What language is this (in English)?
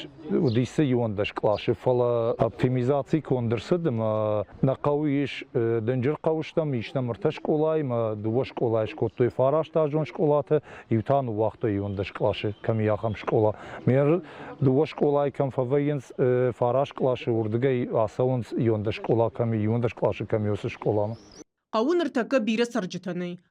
Ossetic